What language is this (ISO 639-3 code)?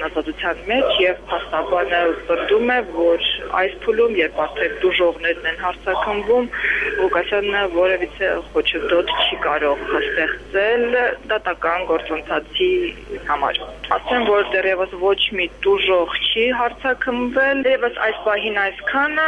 hye